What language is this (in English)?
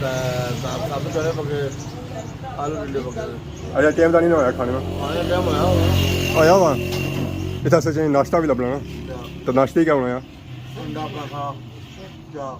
Pahari-Potwari